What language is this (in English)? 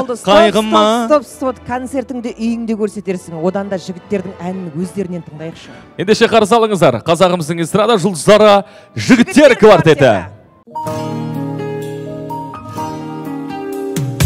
Kazakh